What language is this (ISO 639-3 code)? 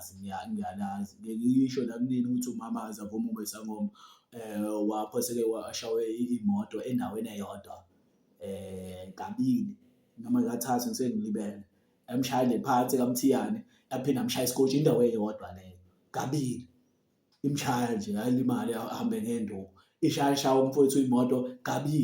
zul